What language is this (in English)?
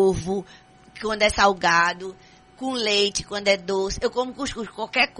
Portuguese